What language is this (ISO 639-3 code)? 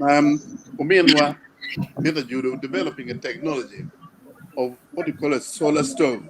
ach